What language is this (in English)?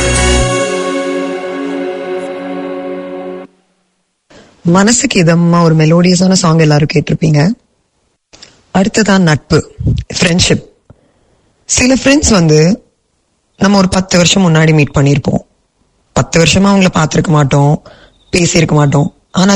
Tamil